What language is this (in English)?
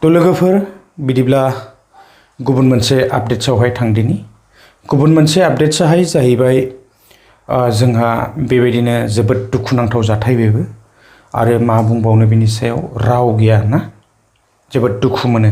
Bodo